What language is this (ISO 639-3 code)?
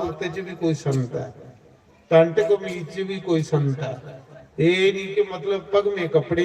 doi